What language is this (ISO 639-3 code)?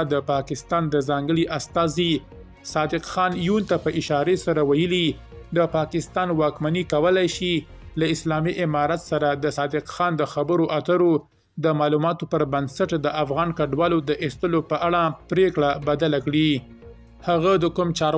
pus